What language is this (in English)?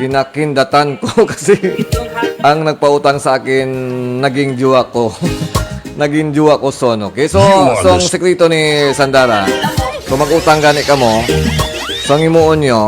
Hiligaynon